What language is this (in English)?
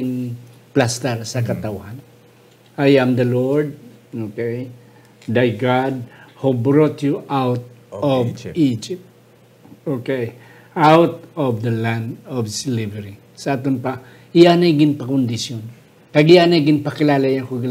Hiligaynon